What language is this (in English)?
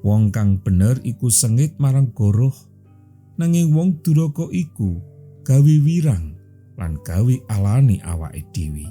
Javanese